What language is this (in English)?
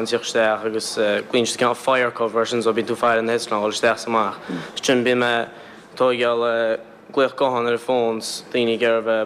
Irish